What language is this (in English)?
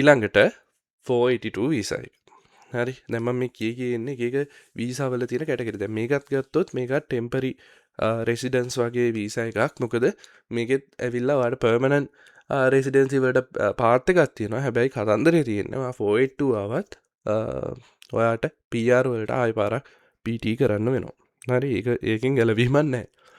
Sinhala